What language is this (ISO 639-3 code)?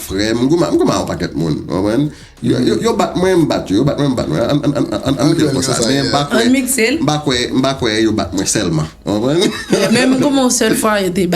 hat